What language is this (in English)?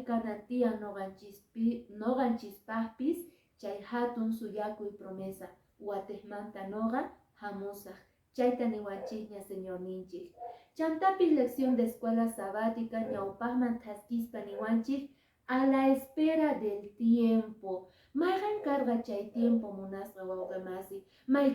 Quechua